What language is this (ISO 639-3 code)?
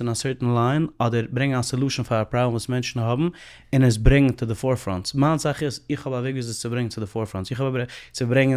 yid